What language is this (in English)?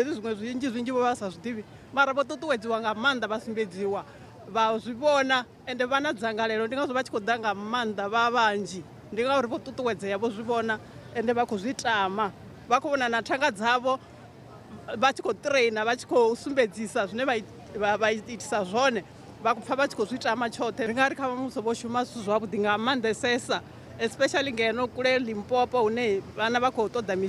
Venda